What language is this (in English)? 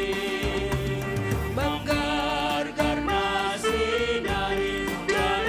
Batak Simalungun